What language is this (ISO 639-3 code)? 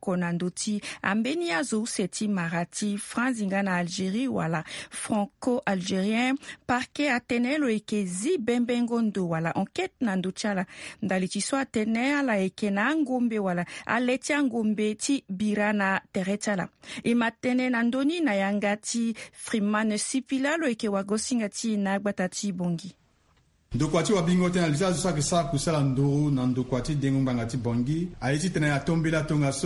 sag